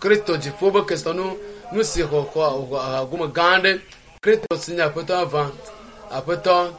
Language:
Ewe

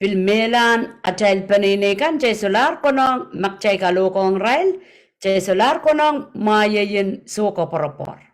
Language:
Pohnpeian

